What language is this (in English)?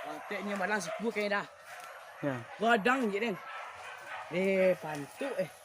Minangkabau